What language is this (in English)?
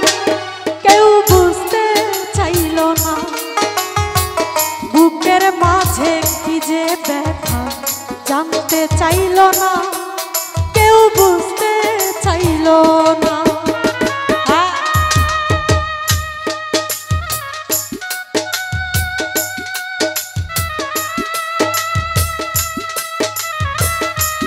Bangla